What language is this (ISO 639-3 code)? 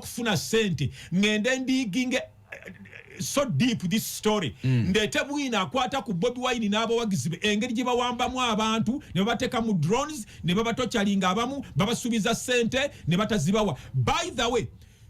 lug